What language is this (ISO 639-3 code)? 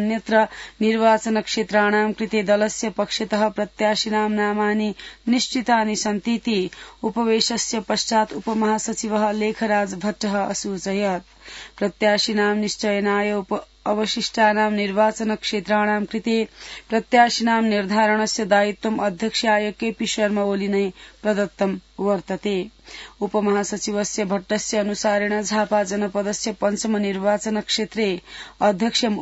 san